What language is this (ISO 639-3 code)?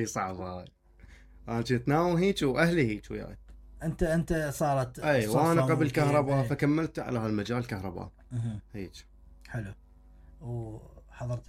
acm